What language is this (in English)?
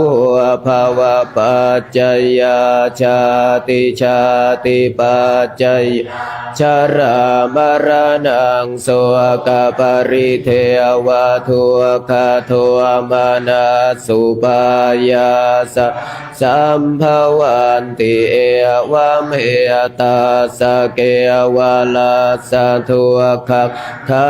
Pali